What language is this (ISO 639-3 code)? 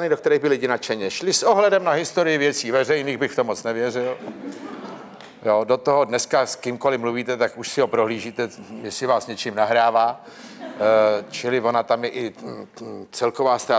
ces